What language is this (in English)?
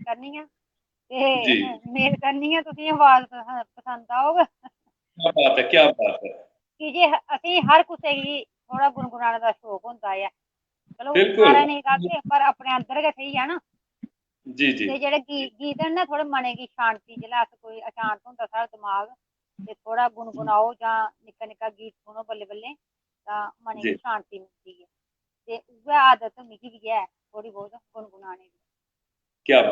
Dogri